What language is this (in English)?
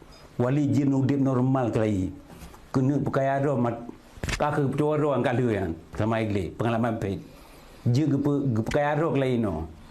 Achinese